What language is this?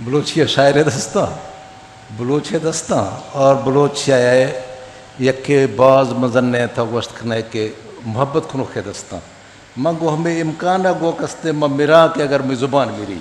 Eastern Balochi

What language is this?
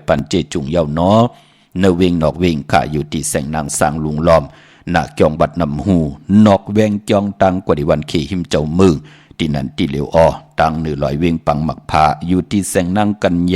Shan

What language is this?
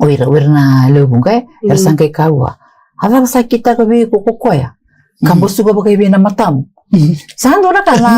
Fijian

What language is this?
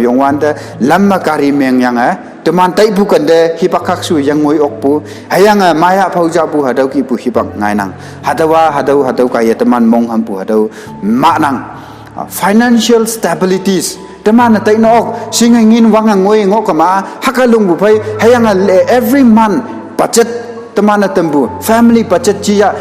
Konyak Naga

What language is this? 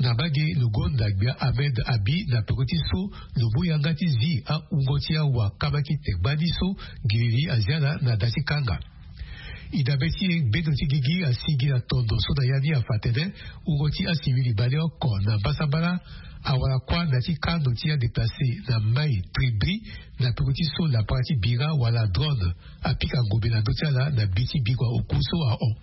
Sango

